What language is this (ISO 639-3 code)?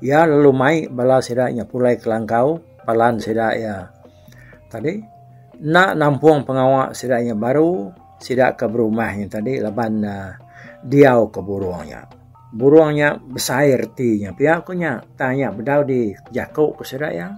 iba